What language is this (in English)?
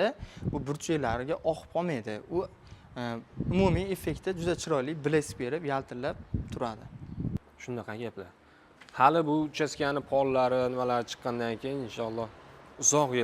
Uzbek